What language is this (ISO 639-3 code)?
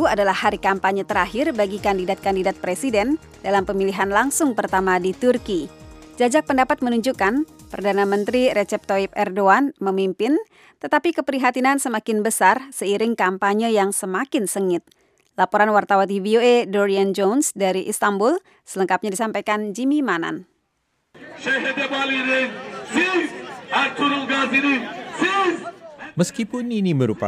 ind